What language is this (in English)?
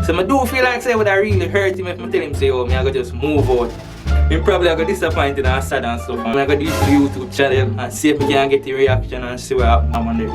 Jamaican Creole English